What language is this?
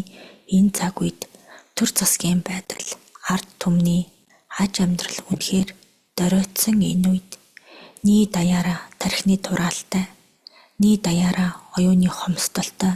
Mongolian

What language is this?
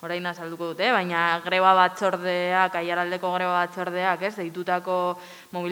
Basque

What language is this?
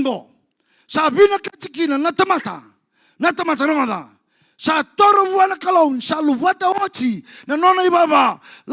Fijian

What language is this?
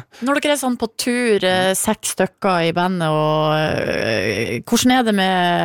Norwegian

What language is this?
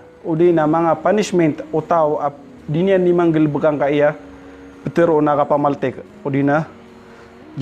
Maranao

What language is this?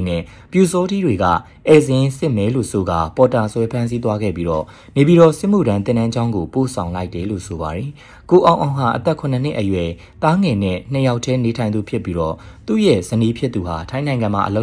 Burmese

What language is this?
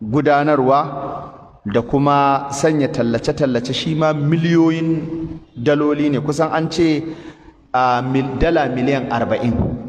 Hausa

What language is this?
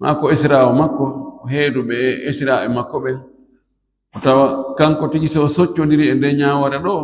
Fula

